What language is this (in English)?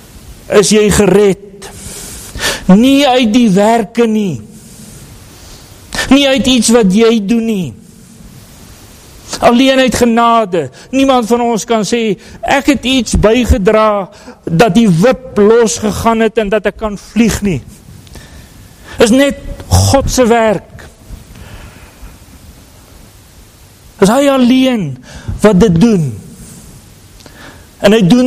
Afrikaans